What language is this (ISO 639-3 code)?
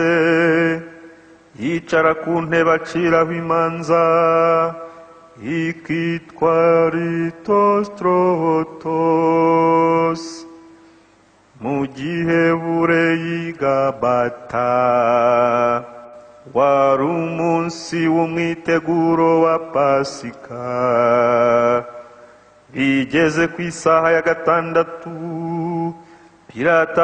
kin